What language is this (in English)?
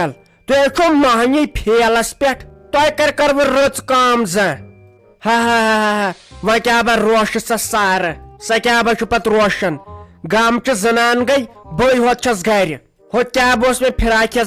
Kashmiri